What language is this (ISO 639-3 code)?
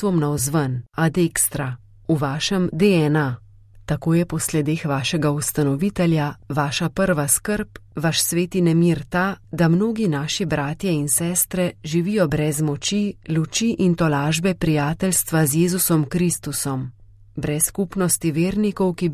slv